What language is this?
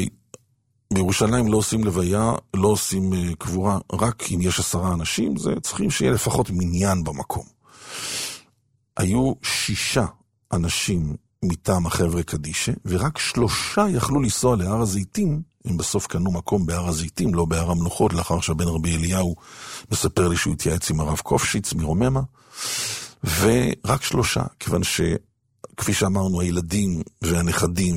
Hebrew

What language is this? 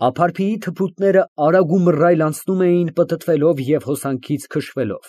Armenian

